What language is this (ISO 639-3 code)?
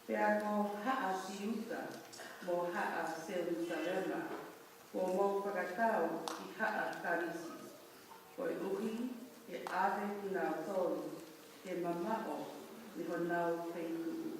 ton